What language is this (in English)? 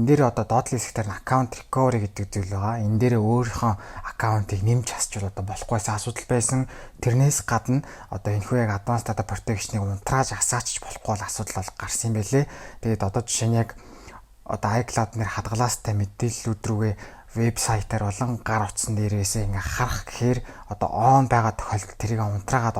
Mongolian